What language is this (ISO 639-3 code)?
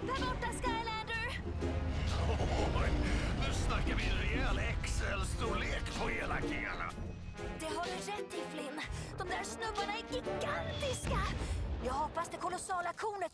swe